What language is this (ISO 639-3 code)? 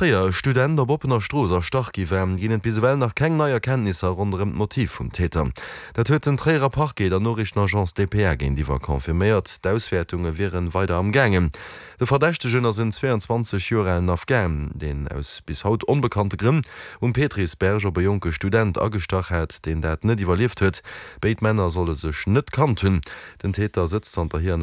ltz